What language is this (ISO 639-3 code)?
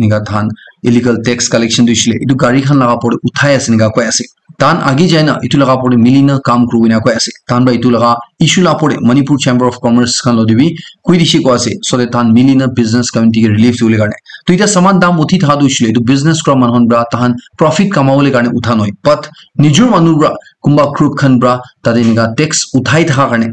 nag